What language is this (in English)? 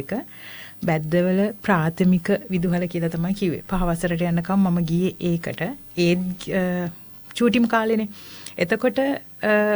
Sinhala